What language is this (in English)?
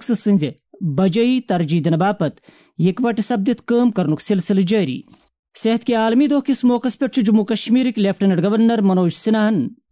Kashmiri